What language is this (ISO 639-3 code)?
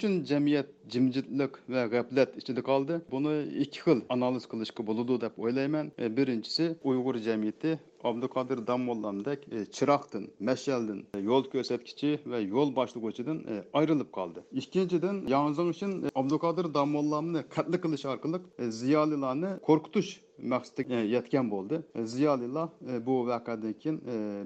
uig